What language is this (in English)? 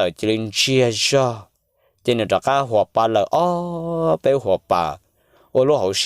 Hmong